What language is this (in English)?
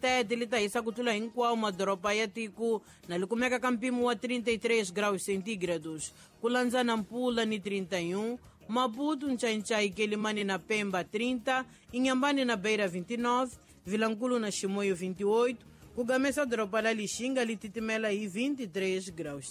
Tsonga